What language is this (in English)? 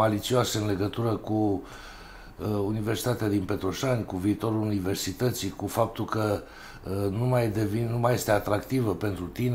Romanian